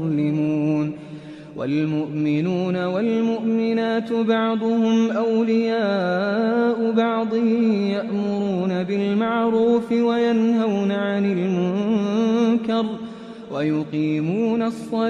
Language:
Arabic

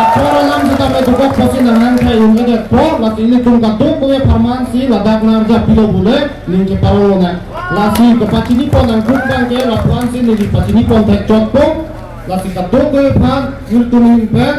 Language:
Karbi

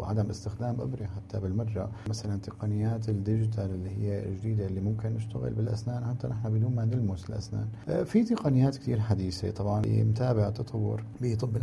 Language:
North Levantine Arabic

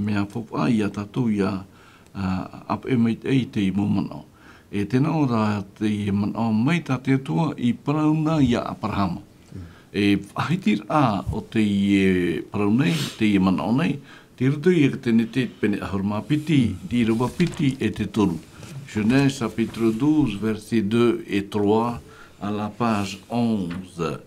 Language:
Tahitian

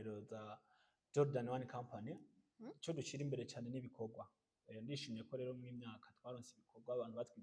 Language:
Rundi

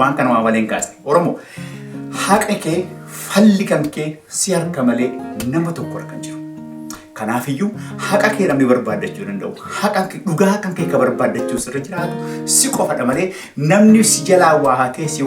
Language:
Oromo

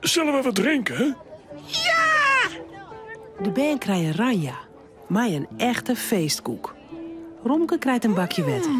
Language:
Western Frisian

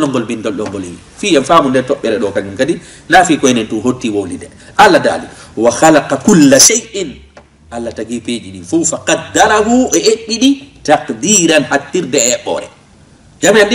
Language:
Fula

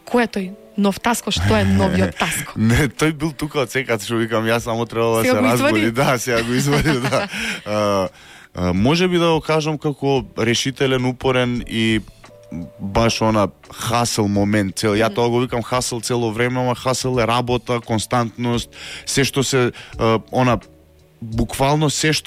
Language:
Macedonian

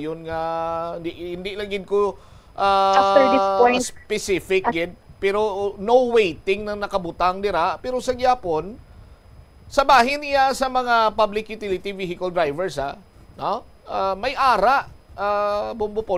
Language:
Hiligaynon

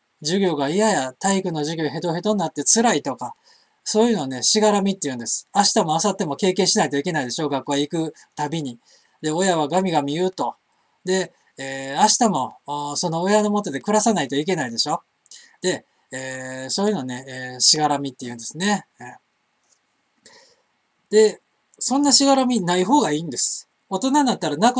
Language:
Japanese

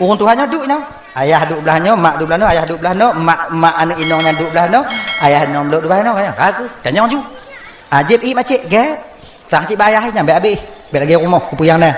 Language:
Achinese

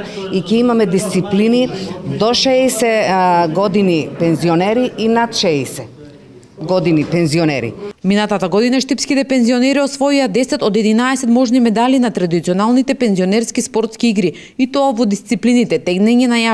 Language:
Macedonian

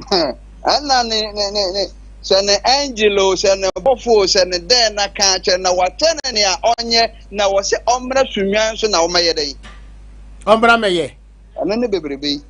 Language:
Akan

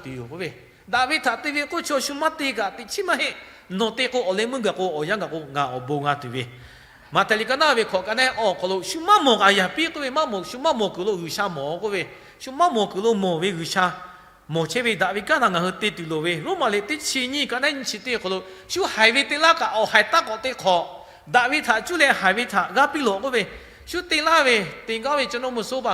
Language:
Lahu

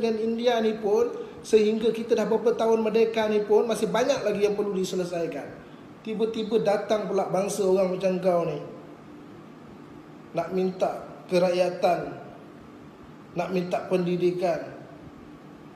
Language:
Malay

